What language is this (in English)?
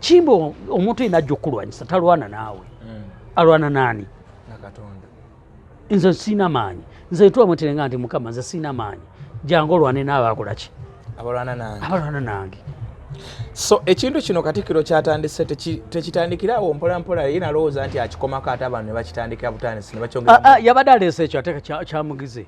Ganda